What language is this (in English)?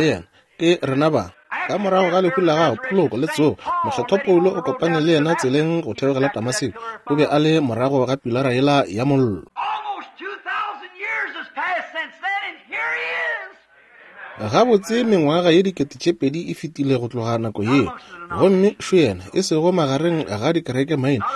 Northern Sotho